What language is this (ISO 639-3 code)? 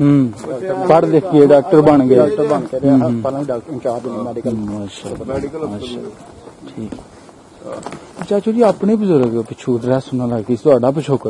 pan